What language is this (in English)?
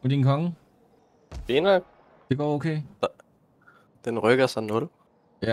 Danish